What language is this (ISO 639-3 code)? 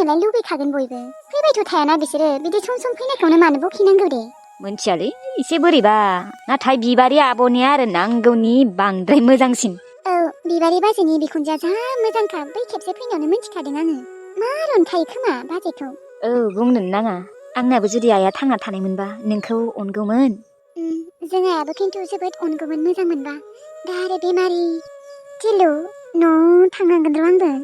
brx